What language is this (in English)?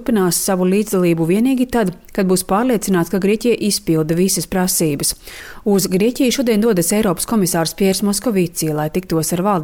Latvian